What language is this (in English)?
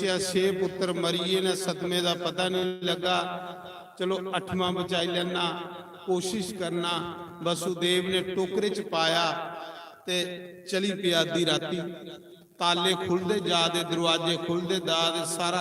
Dogri